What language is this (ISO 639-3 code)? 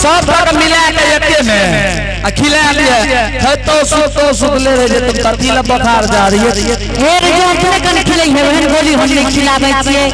anp